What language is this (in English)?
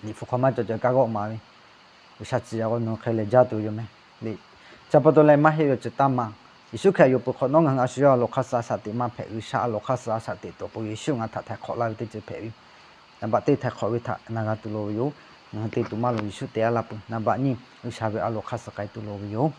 Lahu